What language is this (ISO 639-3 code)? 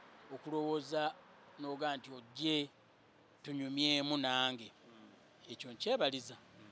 lug